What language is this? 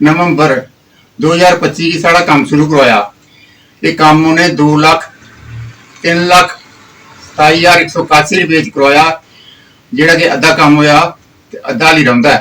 Dogri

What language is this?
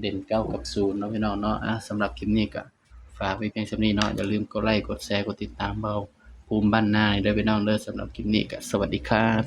Northeastern Thai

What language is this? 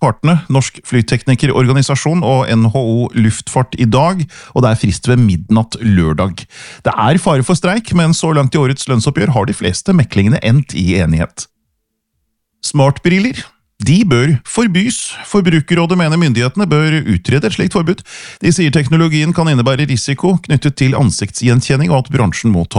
Norwegian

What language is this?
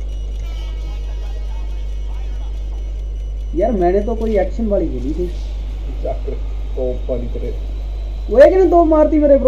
Hindi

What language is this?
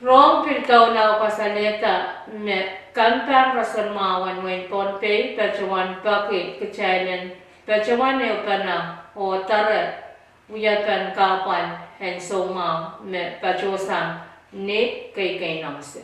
Pohnpeian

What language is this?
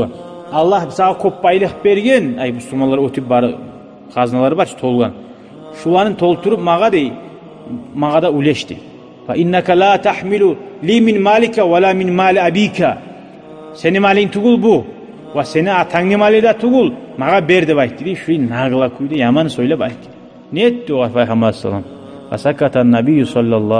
Kumyk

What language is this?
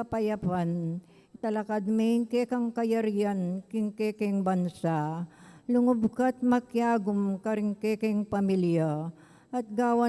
Pampanga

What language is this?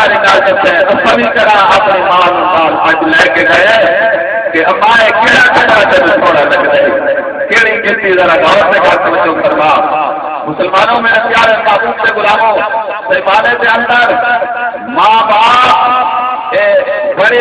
Saraiki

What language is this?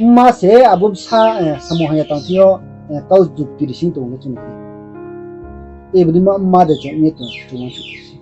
Riang (India)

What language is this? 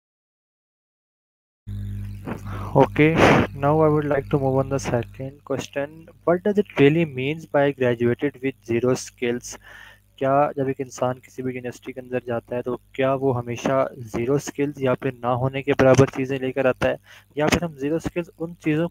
Urdu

